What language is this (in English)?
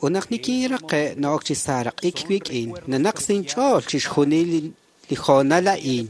Kekchí